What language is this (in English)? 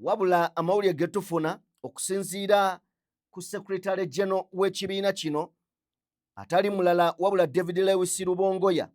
Ganda